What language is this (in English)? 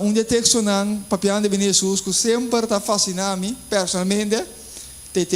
Papiamento